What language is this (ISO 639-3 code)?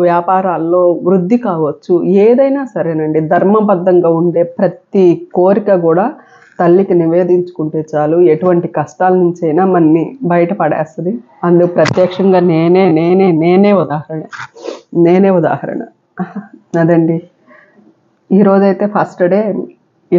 tel